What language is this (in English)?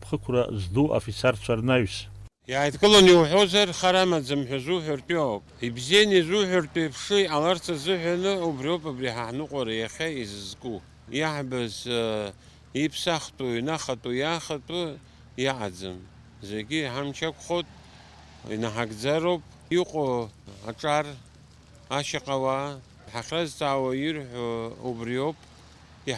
Abkhazian